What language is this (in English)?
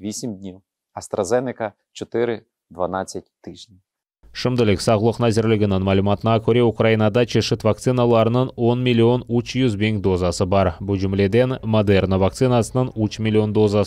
Crimean Tatar